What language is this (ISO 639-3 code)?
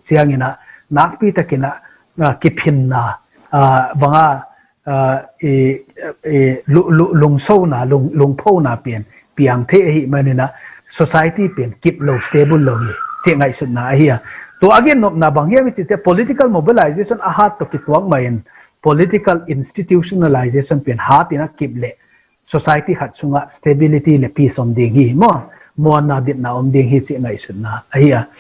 ctd